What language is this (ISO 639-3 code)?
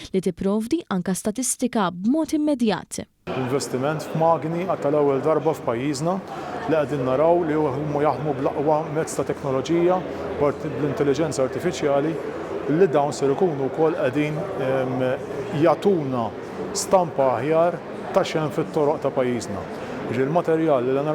mlt